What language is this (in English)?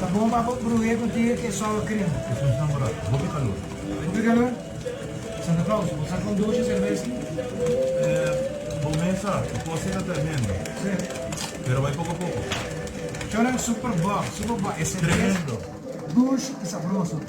Papiamento